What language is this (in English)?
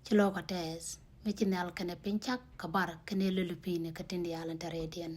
Nuer